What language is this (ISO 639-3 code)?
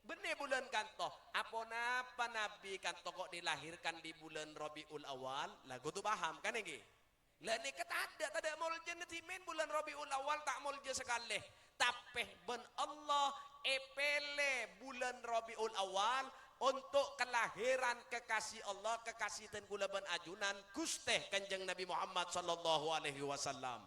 mad